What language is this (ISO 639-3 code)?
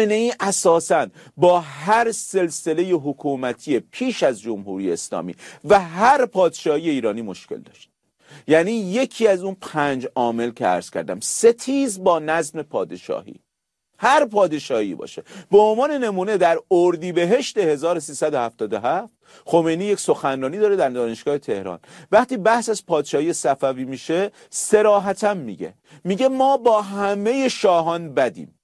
fas